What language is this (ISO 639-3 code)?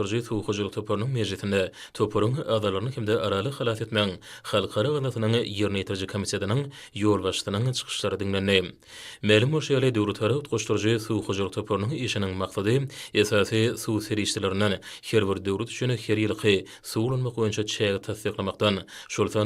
tuk